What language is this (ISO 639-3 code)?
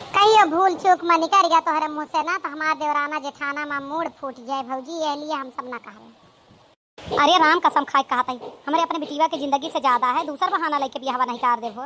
awa